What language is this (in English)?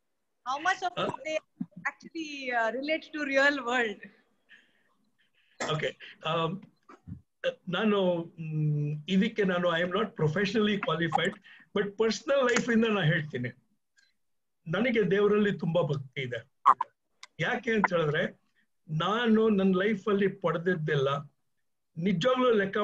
Kannada